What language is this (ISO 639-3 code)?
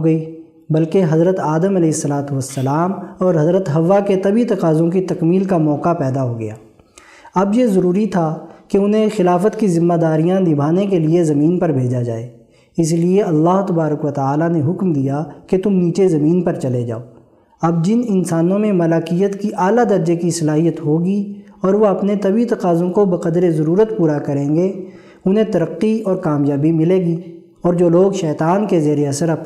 urd